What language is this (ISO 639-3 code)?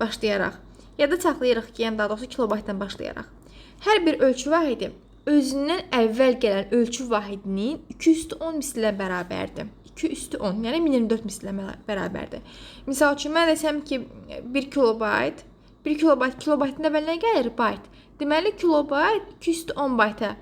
aze